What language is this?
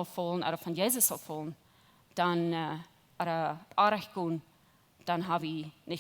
Plautdietsch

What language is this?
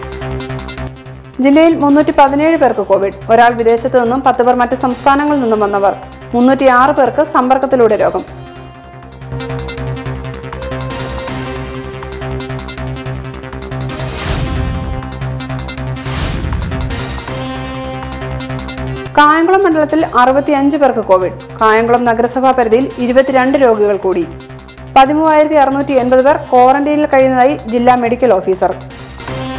Malayalam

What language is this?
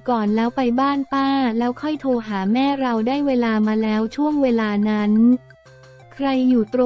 Thai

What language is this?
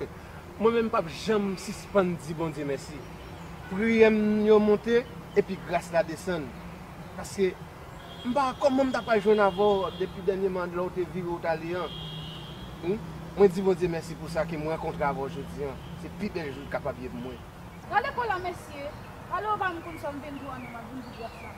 Haitian Creole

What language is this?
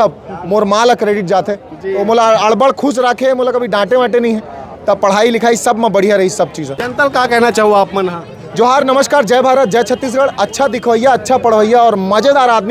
Chhattisgarhi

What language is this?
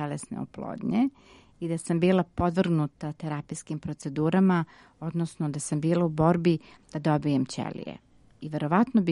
Serbian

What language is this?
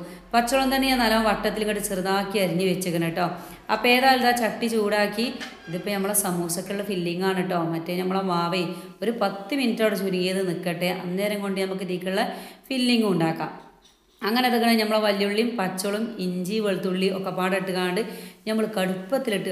Malayalam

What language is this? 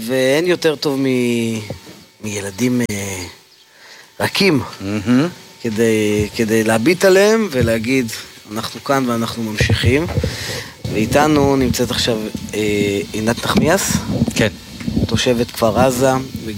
Hebrew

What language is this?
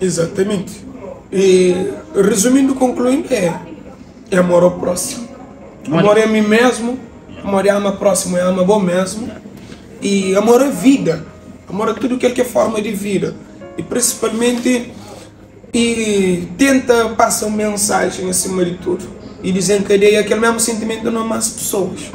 Kabuverdianu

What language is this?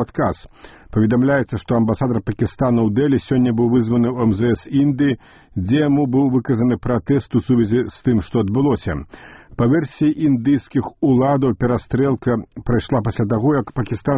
Belarusian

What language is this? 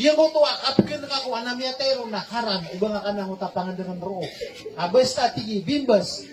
Maranao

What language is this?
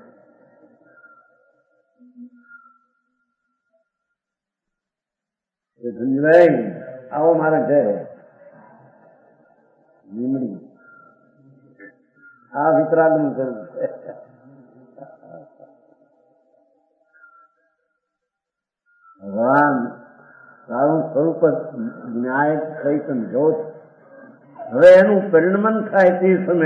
Gujarati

